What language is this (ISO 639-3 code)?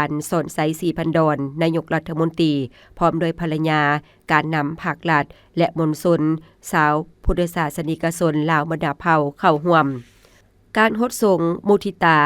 lao